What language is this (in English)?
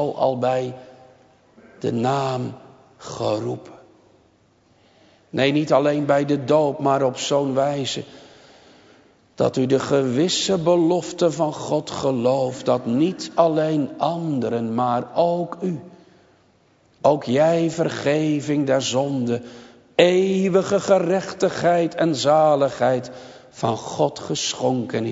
Dutch